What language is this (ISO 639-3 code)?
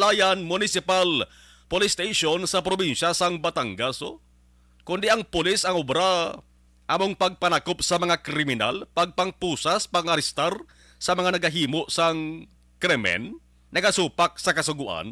hil